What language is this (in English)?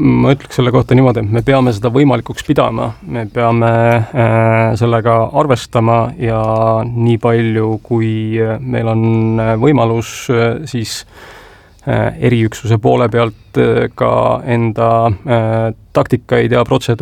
Estonian